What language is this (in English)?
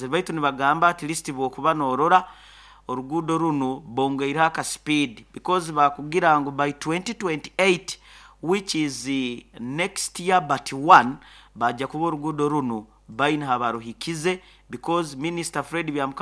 Nyoro